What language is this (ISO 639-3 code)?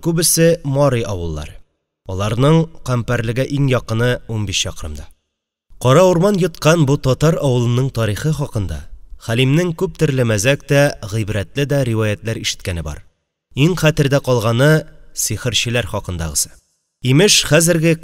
tat